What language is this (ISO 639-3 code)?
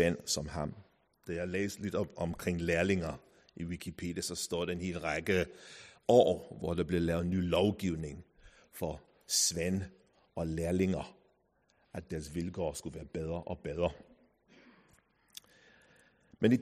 dan